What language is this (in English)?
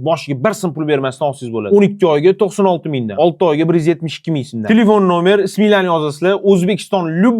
Uzbek